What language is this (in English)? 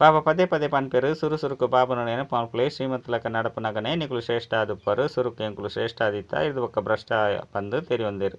Tulu